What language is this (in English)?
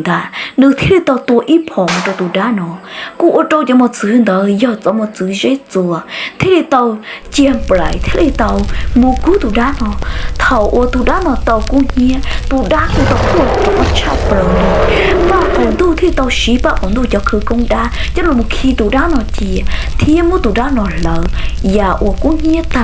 Hmong